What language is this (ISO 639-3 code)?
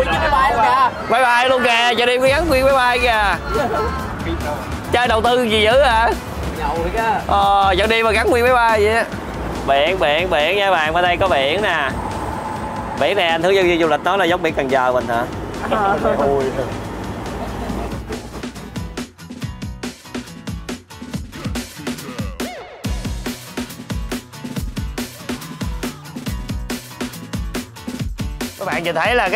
vie